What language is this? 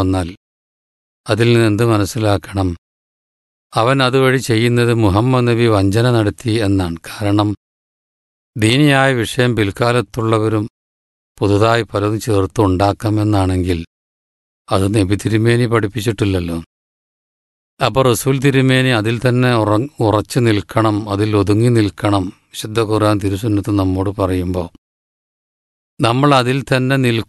Malayalam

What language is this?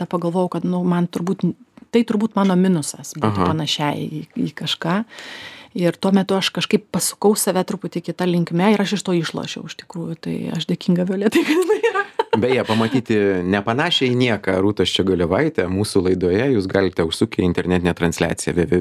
Lithuanian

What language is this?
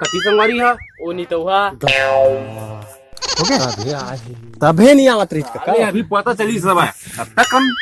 Chhattisgarhi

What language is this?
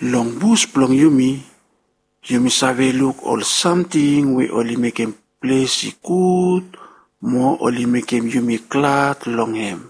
Bislama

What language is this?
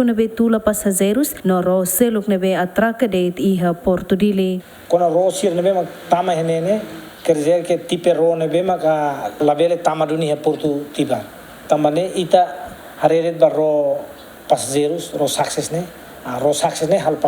Tetum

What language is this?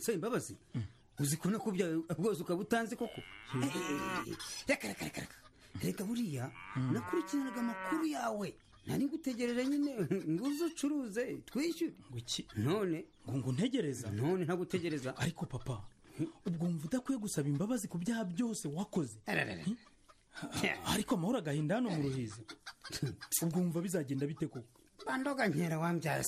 Kinyarwanda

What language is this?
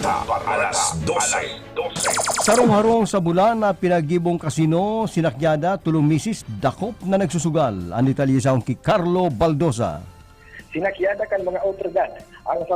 Bikol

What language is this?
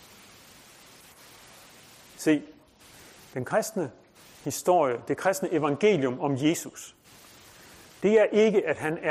Danish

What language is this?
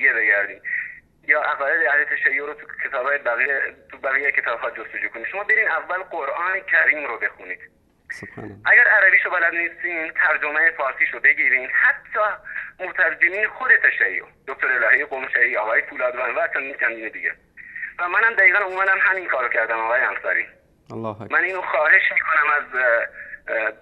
Persian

